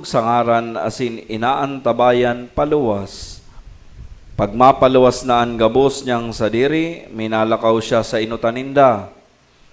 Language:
Bikol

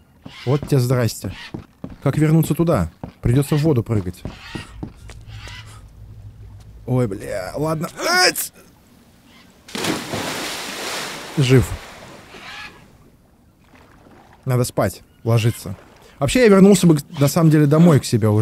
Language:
Russian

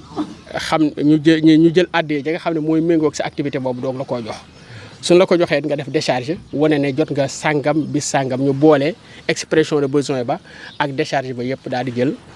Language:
Wolof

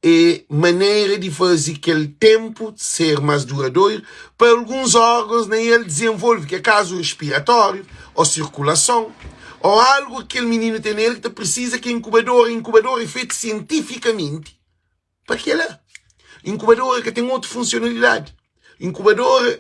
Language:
Kabuverdianu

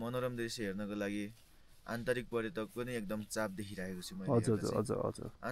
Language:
Nepali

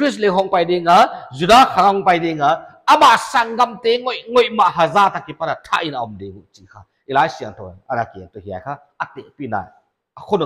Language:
Paite Chin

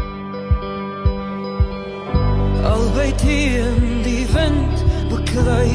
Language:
Afrikaans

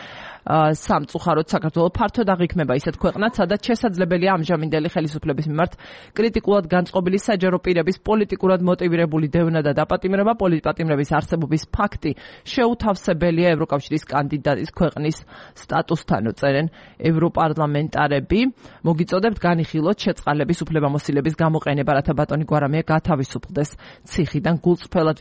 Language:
Georgian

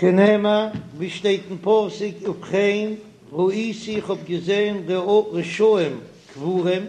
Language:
Yiddish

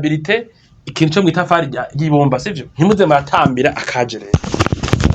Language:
Rundi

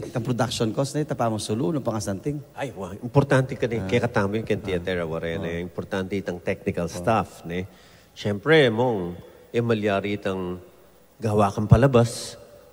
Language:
Pampanga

